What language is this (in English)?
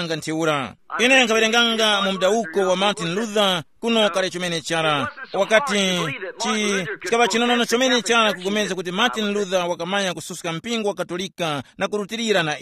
Tumbuka